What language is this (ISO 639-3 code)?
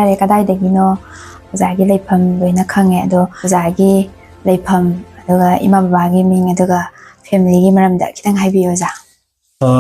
mni